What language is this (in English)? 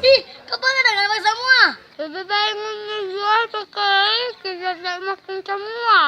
Manado Malay